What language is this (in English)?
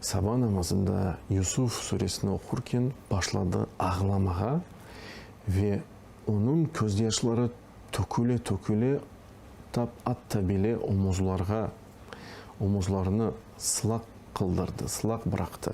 Crimean Tatar